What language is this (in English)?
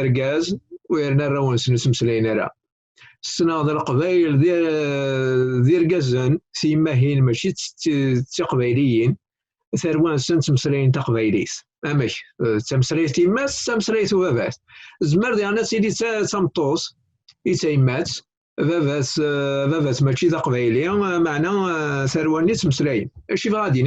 Kabyle